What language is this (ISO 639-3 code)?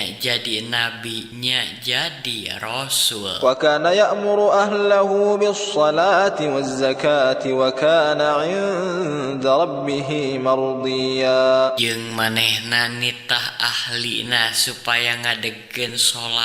sun